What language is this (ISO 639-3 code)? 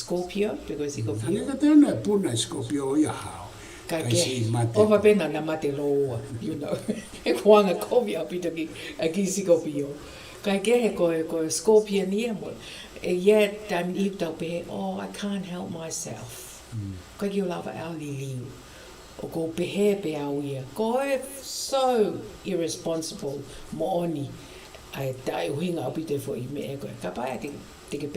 ton